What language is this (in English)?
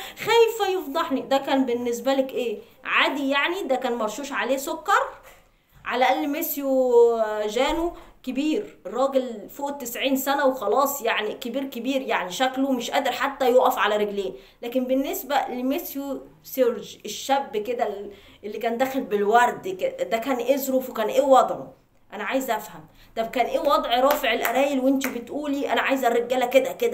Egyptian Arabic